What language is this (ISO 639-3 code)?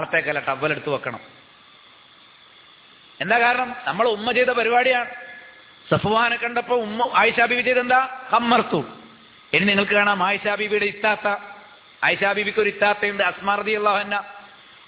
mal